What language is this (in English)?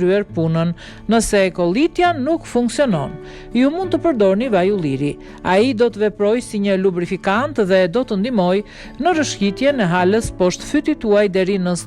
Albanian